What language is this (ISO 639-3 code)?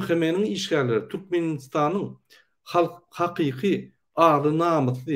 tuk